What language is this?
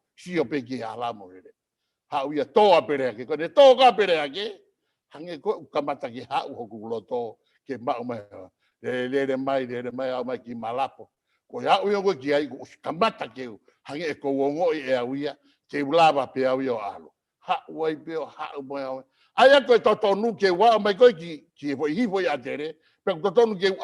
Tongan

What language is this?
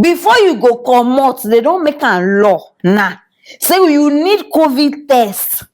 Nigerian Pidgin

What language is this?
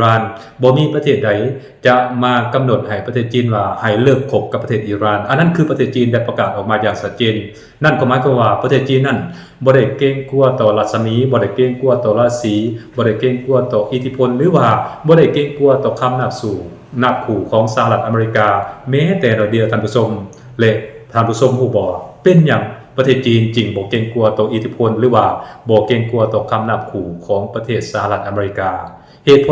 Lao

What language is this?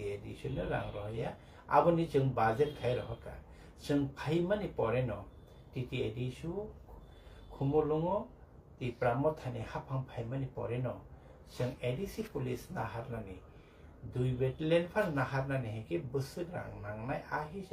Kok Borok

